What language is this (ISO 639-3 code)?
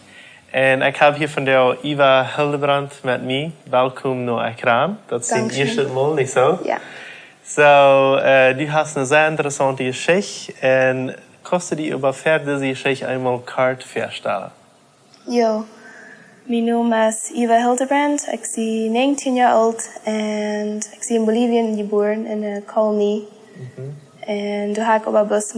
pdt